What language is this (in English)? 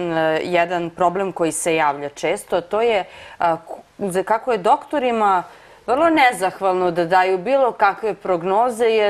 Serbian